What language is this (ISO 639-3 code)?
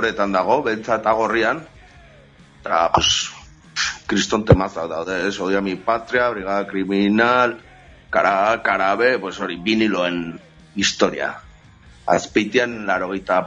eus